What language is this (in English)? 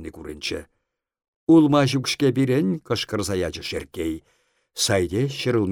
Chuvash